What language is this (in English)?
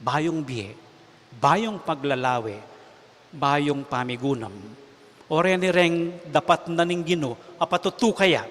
Pampanga